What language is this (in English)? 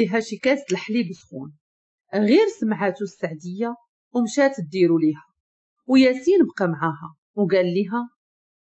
Moroccan Arabic